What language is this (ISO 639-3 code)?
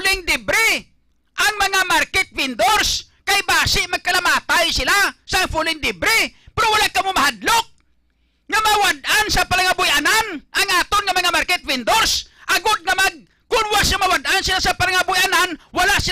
hil